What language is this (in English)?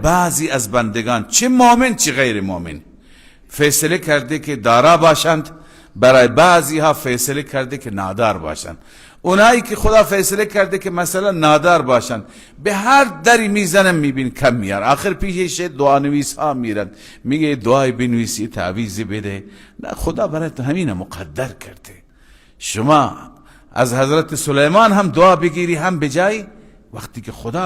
Persian